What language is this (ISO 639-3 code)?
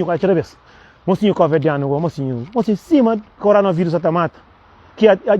kea